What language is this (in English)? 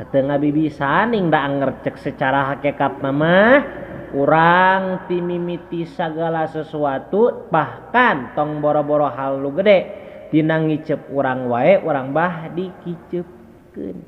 Sundanese